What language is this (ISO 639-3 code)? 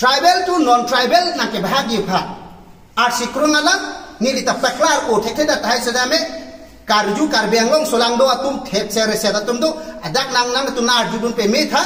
mjw